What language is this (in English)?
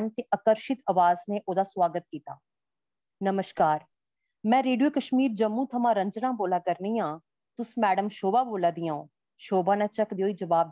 Dogri